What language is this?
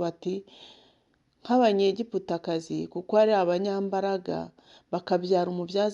Kinyarwanda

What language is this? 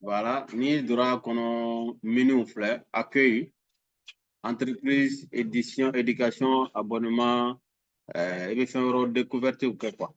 Bambara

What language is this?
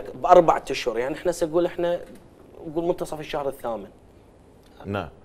Mesopotamian Arabic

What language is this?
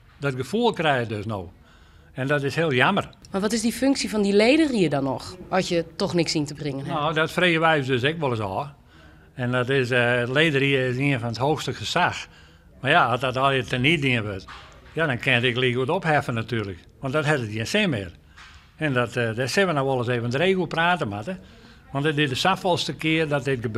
Western Frisian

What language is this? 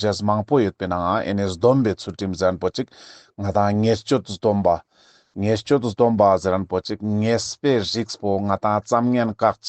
Ladakhi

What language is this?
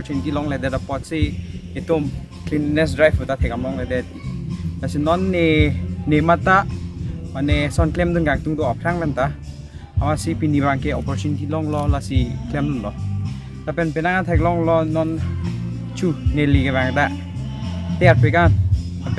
Karbi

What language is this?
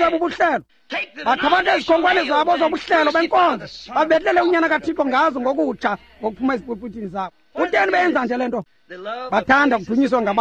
Xhosa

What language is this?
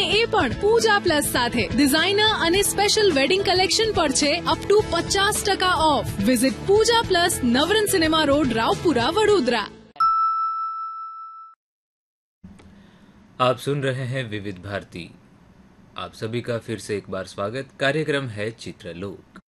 Gujarati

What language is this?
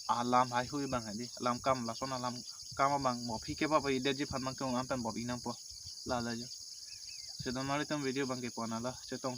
Karbi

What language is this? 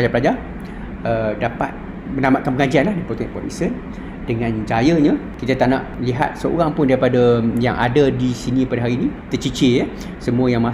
Malay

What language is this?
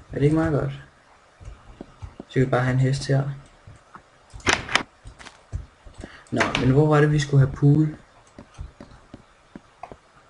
Danish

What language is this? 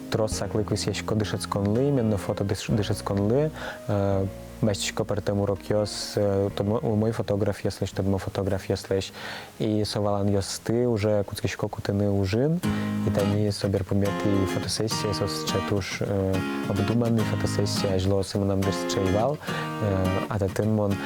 Udmurt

